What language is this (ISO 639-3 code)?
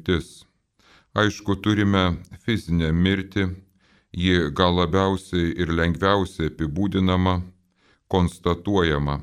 lit